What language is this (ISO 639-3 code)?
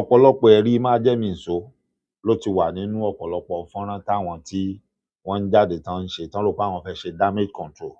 yor